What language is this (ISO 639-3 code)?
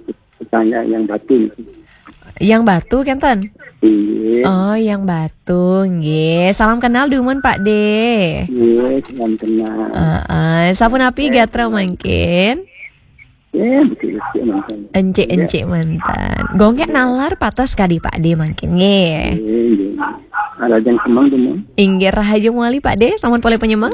ban